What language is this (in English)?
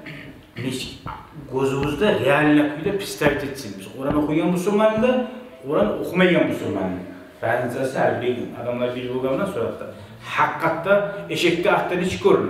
Kumyk